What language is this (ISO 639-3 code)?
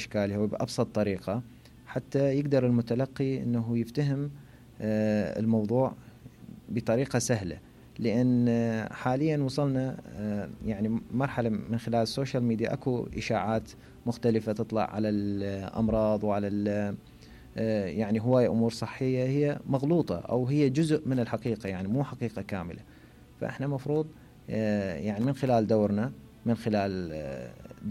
acm